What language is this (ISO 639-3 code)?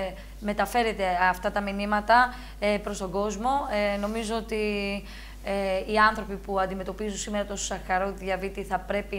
ell